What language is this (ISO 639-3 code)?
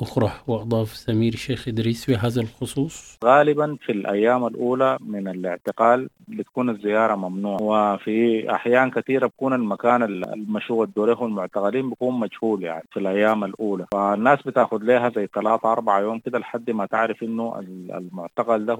apd